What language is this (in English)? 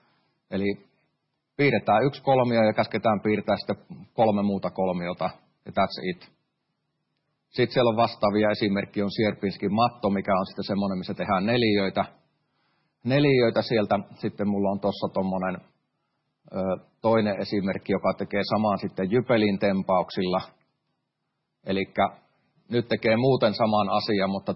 Finnish